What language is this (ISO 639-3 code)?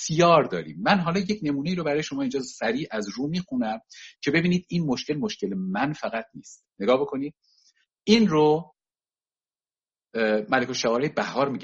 fas